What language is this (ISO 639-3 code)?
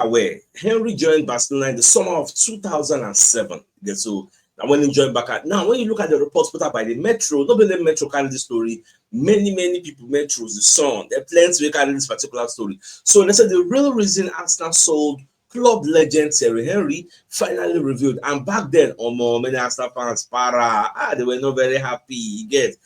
pcm